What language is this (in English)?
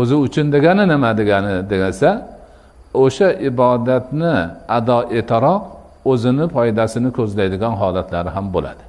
Uzbek